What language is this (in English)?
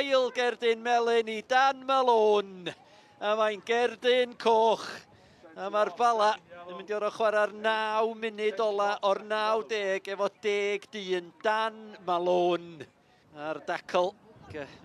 Welsh